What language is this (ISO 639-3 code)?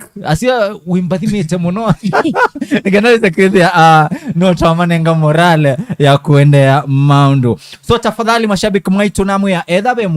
kam